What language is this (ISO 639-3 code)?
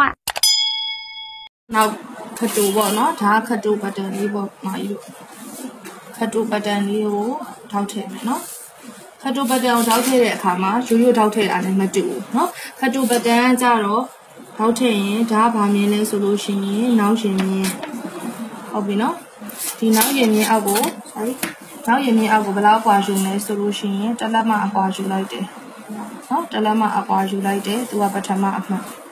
mya